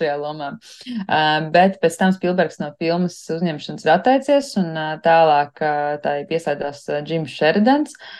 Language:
Latvian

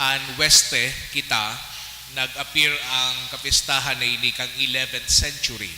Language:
Bikol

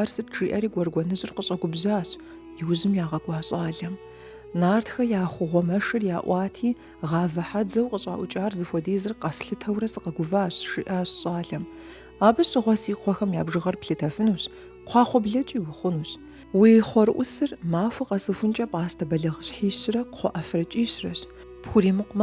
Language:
Kabardian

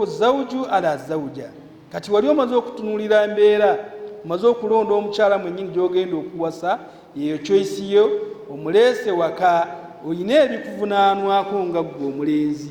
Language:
Ganda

